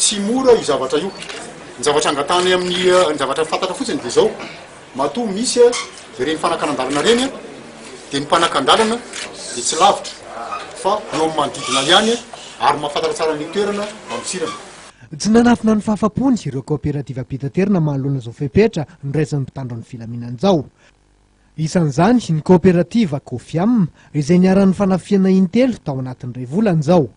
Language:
Malagasy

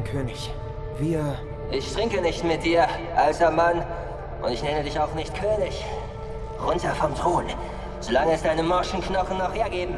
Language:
Swiss German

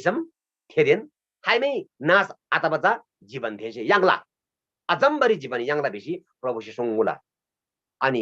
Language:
Eastern Tamang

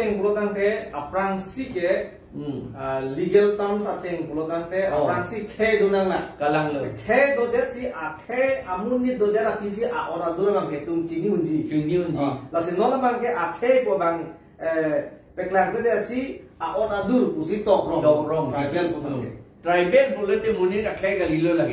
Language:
Karbi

